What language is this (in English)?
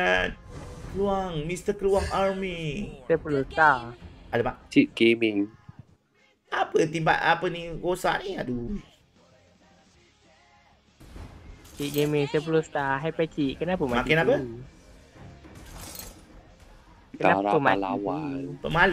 Malay